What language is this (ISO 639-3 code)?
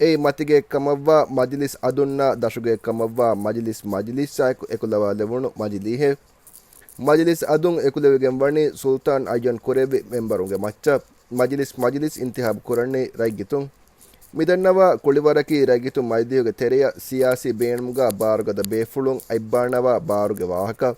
div